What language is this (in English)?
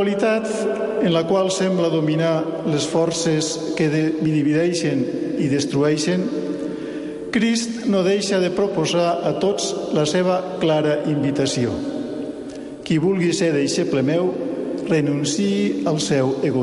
Catalan